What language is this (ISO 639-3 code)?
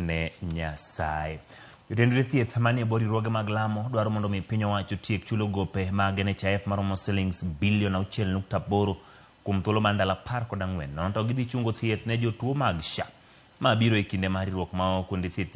luo